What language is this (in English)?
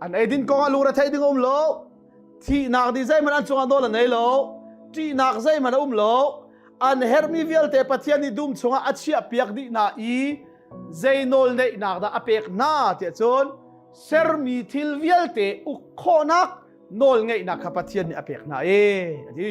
Hakha Chin